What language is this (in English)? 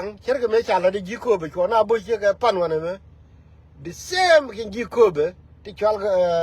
Nuer